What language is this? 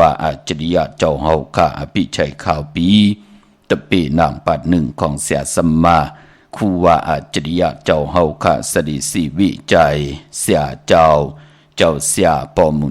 Shan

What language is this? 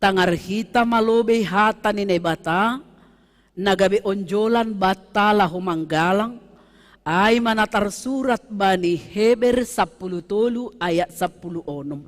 Batak Simalungun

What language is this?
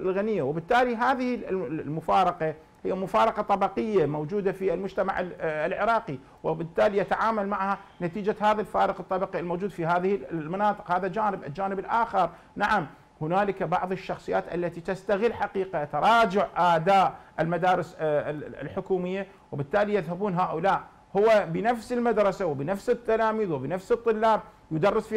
Arabic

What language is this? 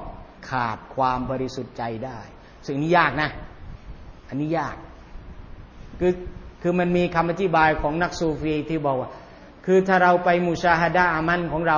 Thai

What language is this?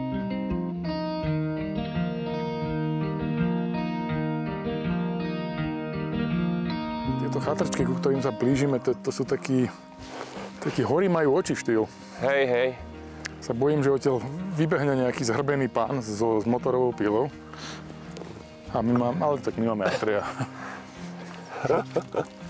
Slovak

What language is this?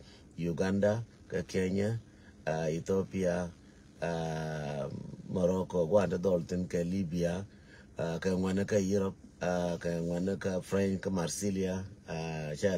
Nuer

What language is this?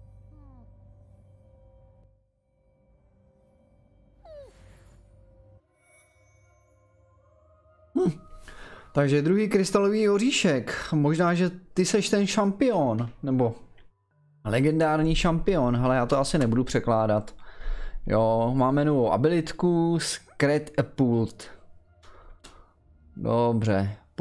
Czech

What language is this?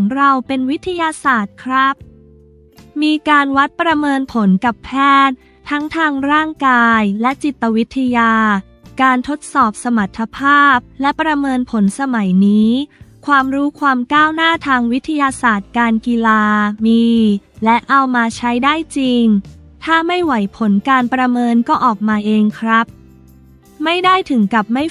Thai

